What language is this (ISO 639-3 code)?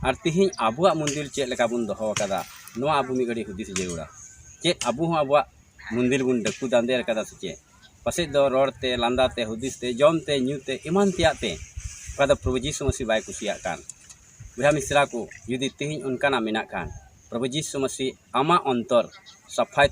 sat